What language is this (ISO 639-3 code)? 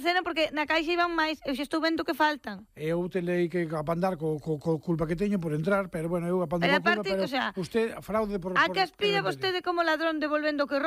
glg